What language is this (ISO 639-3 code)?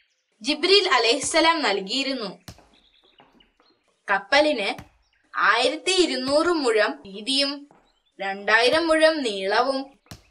mal